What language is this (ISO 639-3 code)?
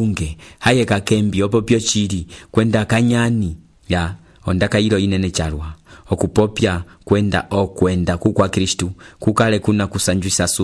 umb